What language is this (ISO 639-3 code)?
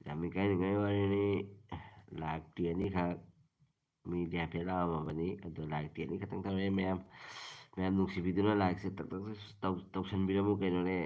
mni